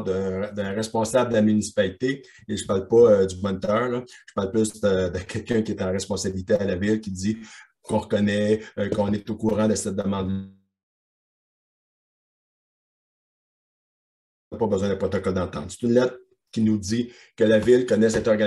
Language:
French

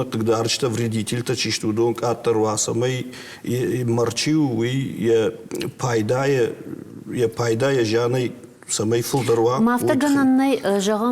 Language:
Ossetic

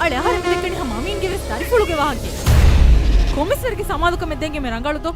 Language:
Divehi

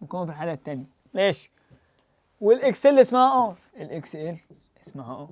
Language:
Egyptian Arabic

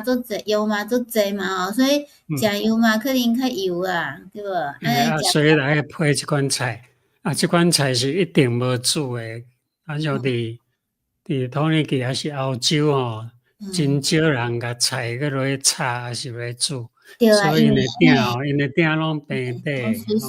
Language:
Min Nan Chinese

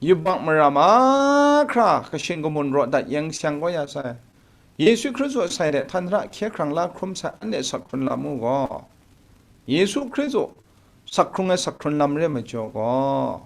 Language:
Kachin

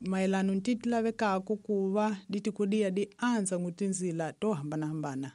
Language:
Tsonga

